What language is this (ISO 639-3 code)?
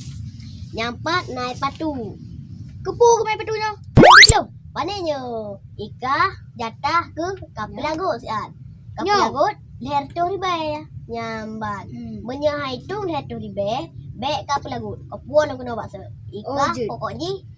ace